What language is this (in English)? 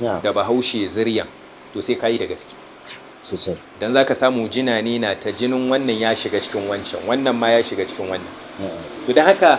Hausa